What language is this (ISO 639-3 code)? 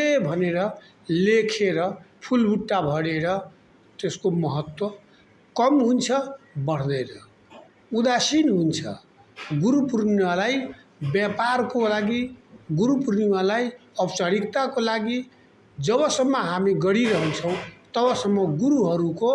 nep